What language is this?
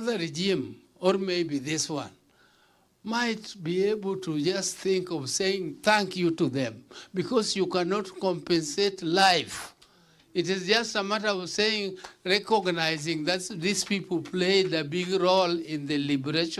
Meru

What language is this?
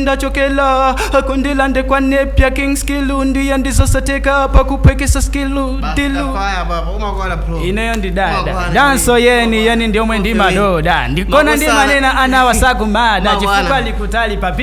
Nyanja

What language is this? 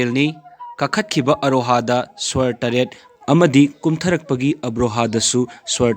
Manipuri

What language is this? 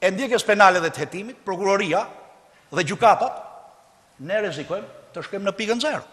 Albanian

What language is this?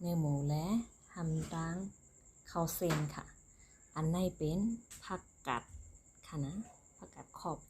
Shan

